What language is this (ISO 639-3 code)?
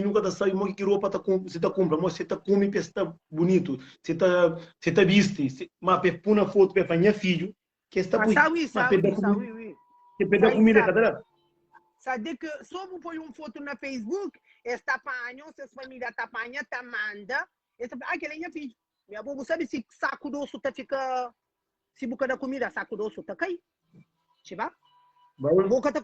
kea